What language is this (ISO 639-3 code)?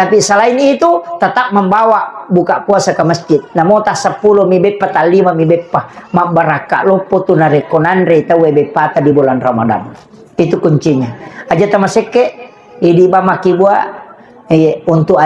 bug